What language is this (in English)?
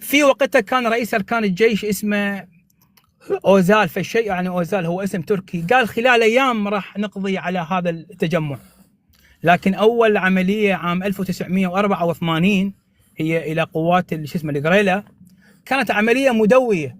North Levantine Arabic